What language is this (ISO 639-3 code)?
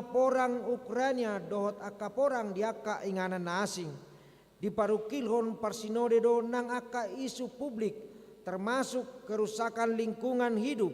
bbc